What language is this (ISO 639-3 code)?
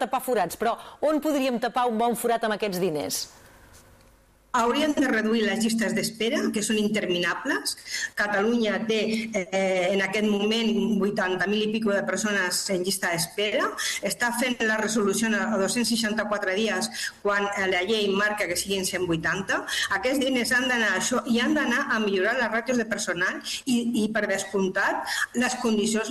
cat